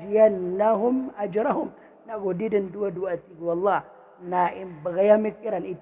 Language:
Maranao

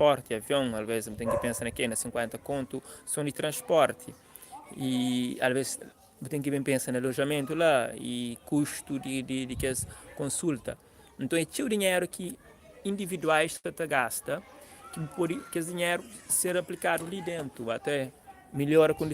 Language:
Kabuverdianu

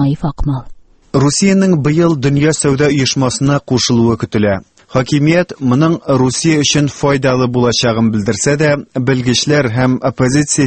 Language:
Tatar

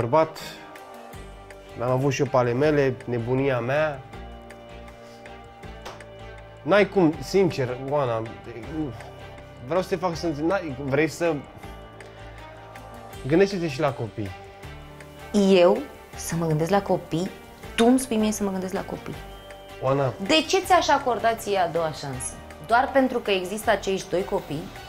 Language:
Romanian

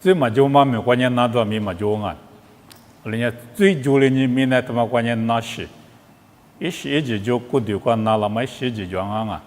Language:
Lisu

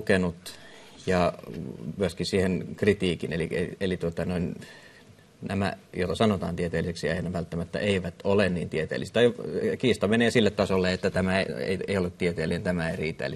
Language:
Finnish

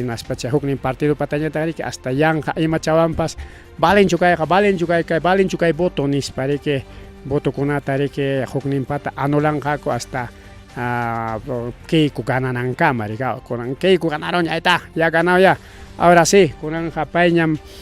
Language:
Ayacucho Quechua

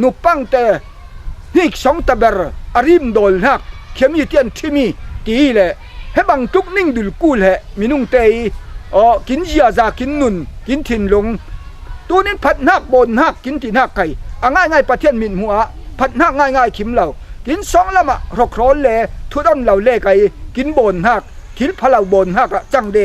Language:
Falam Chin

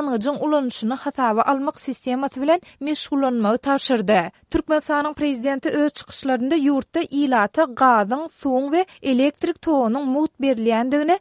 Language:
Turkmen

